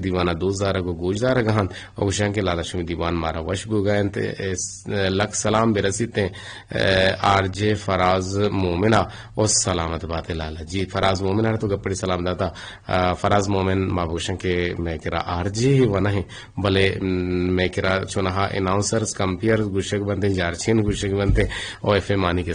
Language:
Eastern Balochi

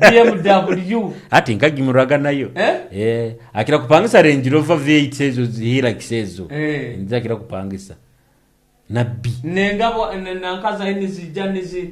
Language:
Nyoro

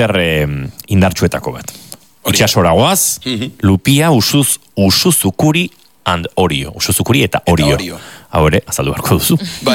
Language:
Basque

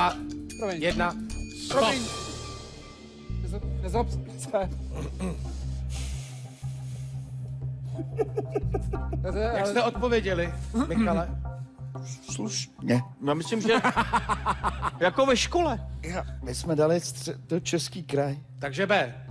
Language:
Czech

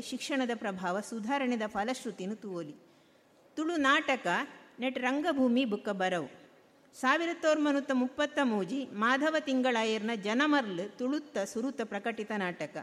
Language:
Tulu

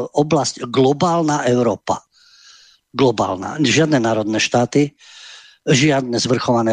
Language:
Slovak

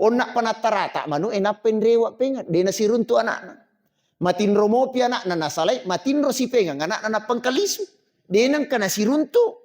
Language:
Buginese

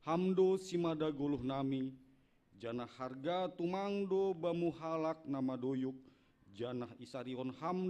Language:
Batak Simalungun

